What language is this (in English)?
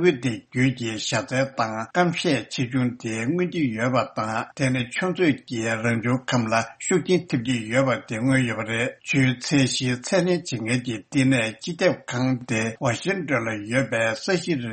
Tibetan